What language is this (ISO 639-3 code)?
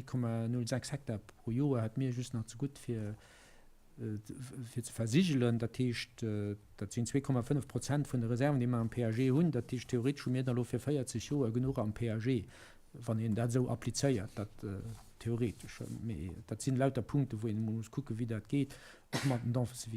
ltz